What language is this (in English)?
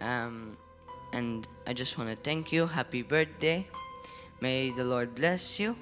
English